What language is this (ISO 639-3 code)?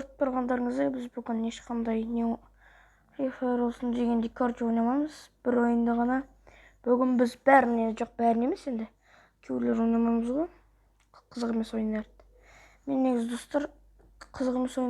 kaz